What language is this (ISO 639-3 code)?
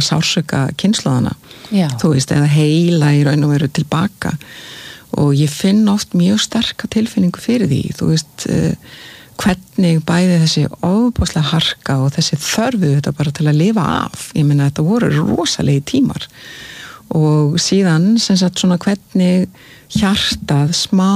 isl